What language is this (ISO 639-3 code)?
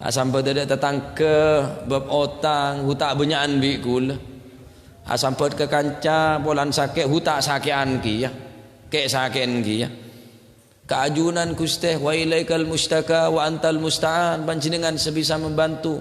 mad